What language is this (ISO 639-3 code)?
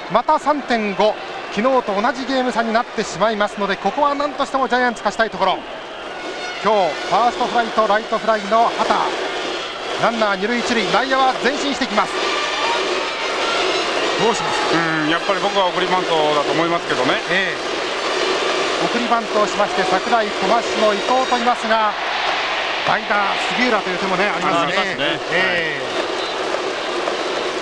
jpn